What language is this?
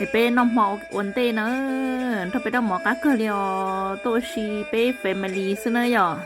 Hmong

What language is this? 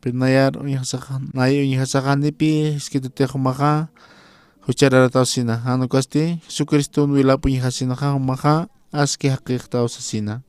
Aymara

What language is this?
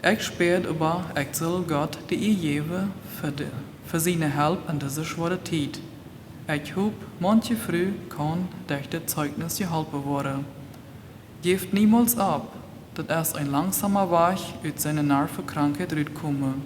Plautdietsch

